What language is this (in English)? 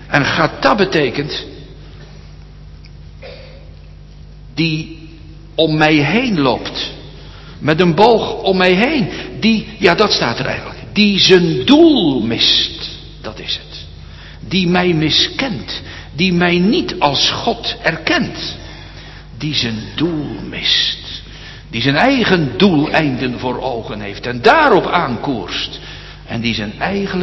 Dutch